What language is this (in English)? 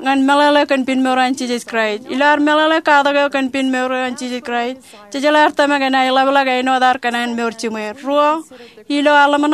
Marshallese